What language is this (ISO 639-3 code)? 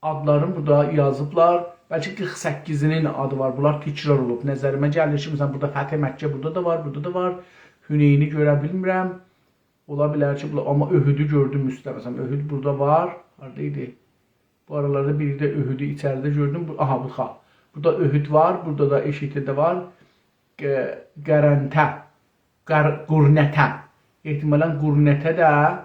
azb